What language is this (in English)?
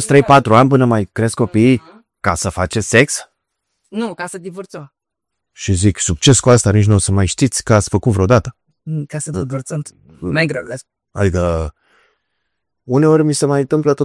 Romanian